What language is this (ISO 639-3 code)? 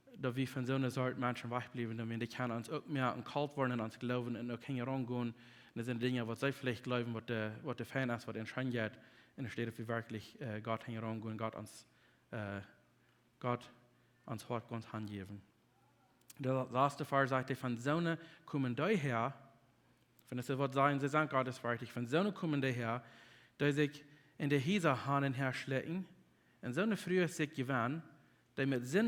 pdt